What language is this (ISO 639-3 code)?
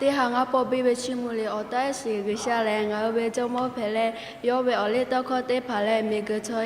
lhu